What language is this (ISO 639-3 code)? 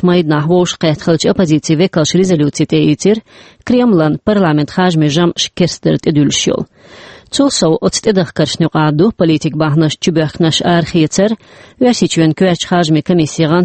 che